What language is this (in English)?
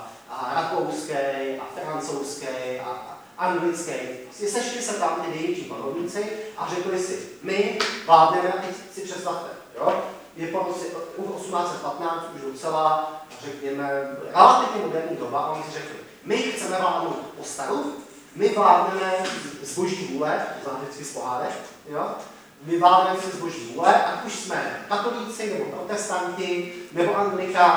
Czech